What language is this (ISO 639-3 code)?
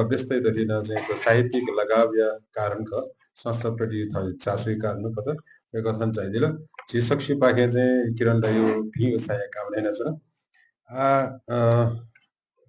new